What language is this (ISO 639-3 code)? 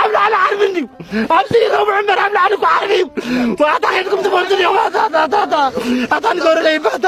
tir